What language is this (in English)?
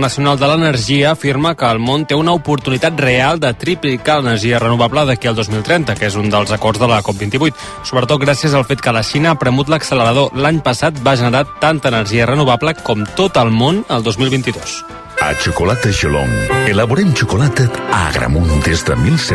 Catalan